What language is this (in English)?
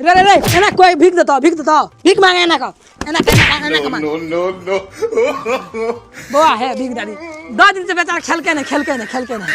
Maithili